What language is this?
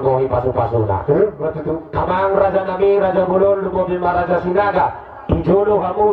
Batak Toba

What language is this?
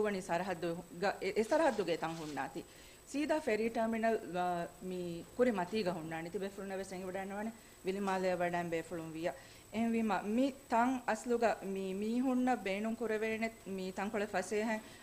Divehi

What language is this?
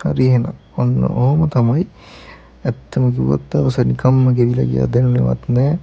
Sinhala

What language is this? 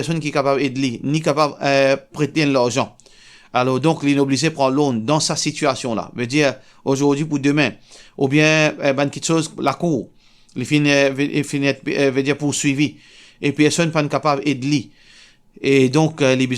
Morisyen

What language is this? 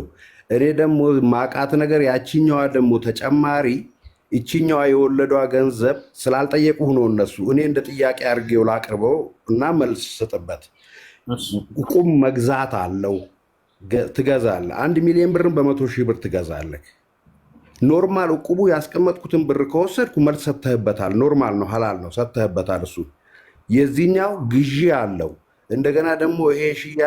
Amharic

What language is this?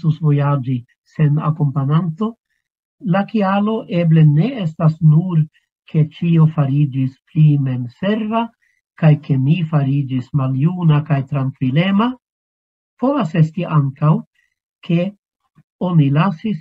Esperanto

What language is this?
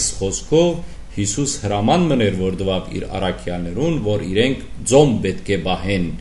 Western Armenian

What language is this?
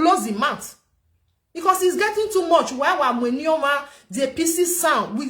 Nigerian Pidgin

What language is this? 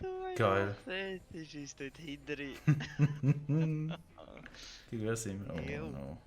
Swiss German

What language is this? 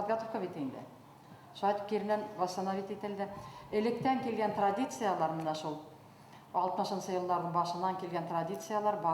Bashkir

